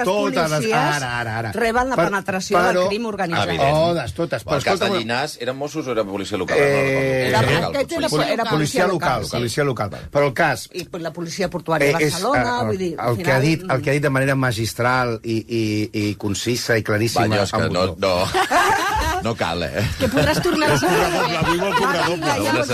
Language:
Catalan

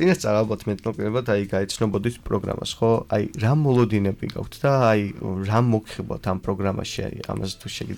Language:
Georgian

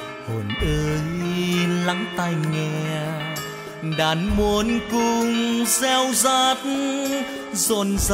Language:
Vietnamese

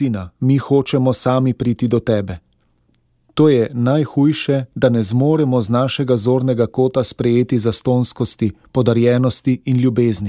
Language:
Slovenian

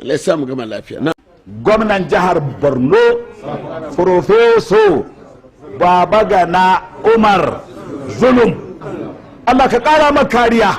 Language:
Hausa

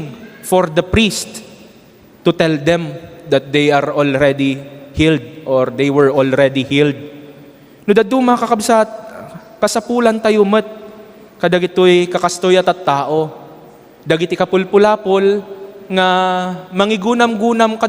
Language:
Iloko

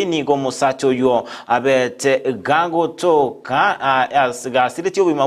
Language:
Gusii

